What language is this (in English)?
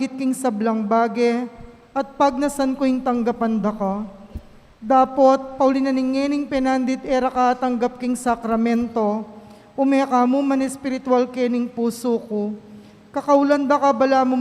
Pampanga